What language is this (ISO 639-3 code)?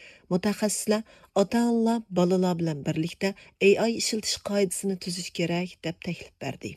uig